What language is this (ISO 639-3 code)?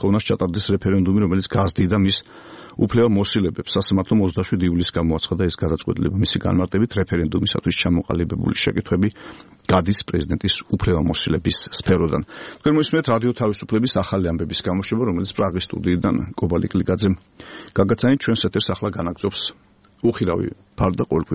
kat